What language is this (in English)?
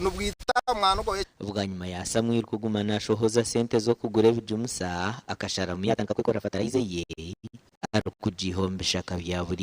Nyankole